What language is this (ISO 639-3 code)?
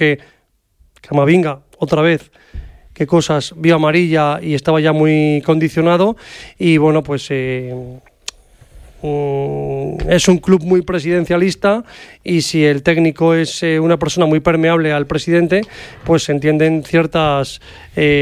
spa